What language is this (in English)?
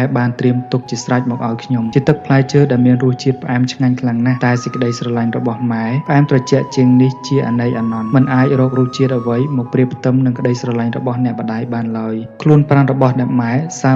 Khmer